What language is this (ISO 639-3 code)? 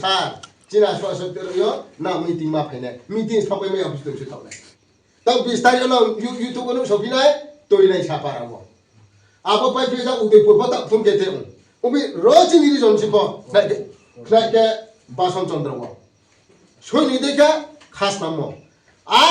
ria